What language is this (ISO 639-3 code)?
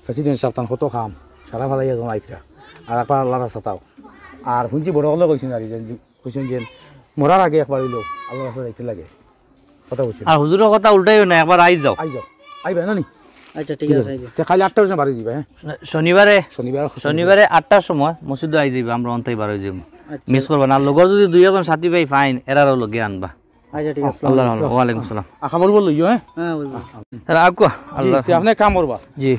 syl